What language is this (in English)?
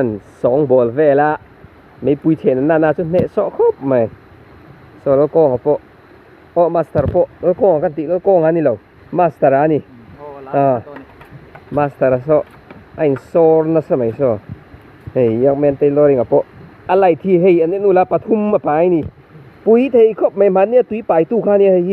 Mizo